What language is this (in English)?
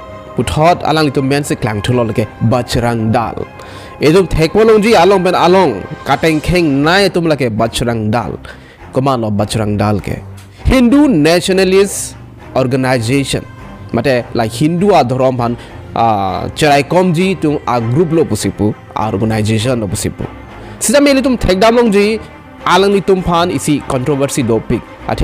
Karbi